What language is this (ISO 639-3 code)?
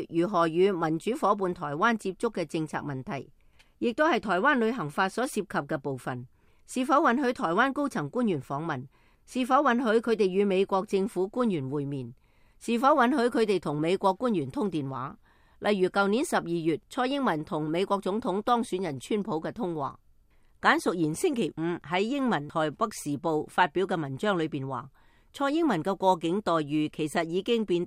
yue